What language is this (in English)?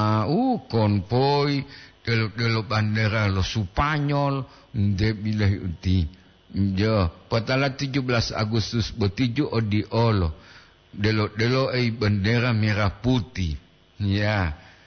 Gorontalo